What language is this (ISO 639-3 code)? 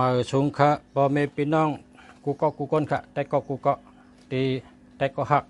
shn